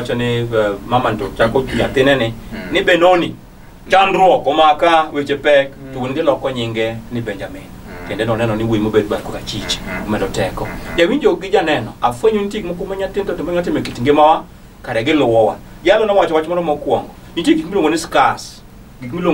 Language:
Luo (Kenya and Tanzania)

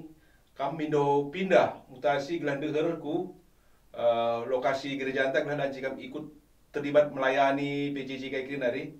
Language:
Batak Karo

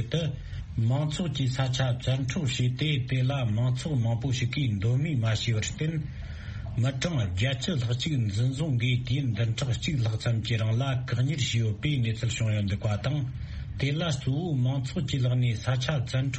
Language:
Tibetan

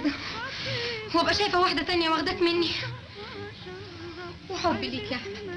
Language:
Egyptian Arabic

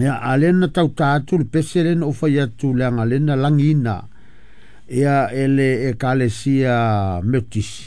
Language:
Samoan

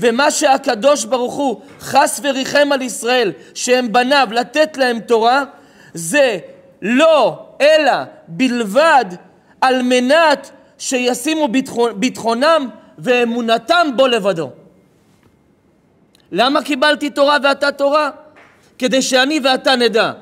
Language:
Hebrew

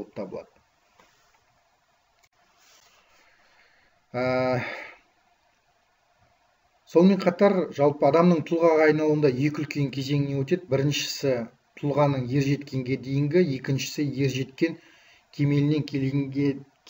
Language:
Kazakh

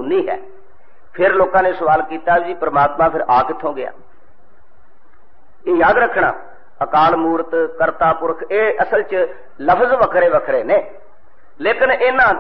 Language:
Punjabi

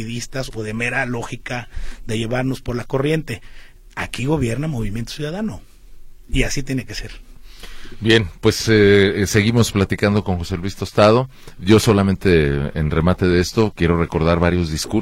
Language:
Spanish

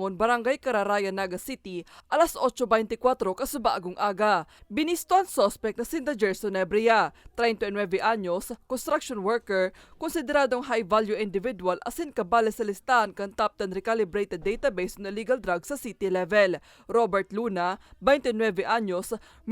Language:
Bikol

